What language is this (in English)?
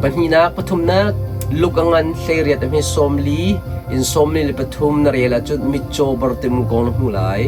Hakha Chin